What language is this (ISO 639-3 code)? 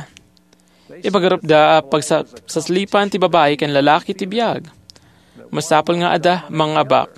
ilo